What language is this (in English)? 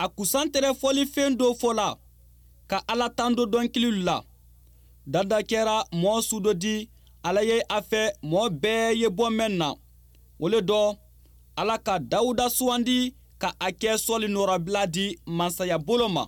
Bambara